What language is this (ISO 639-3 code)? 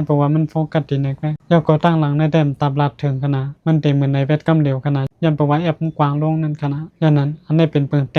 shn